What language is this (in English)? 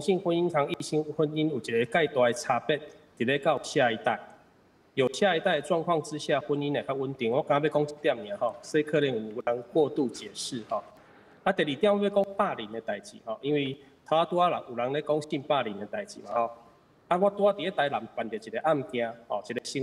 Min Nan Chinese